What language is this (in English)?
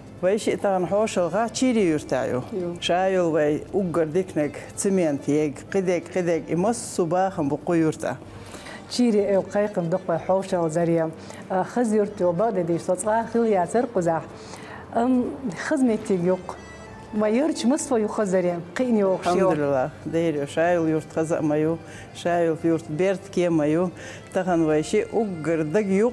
Chechen